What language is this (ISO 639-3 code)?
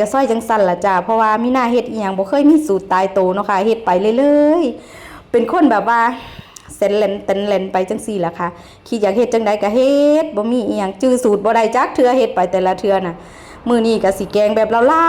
tts